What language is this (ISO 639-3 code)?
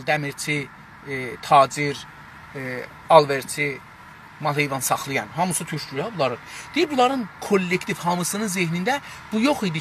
azb